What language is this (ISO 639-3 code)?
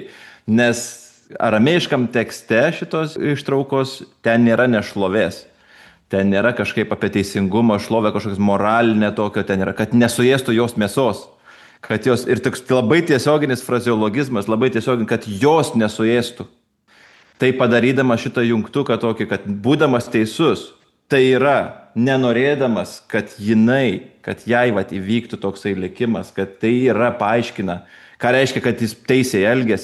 lit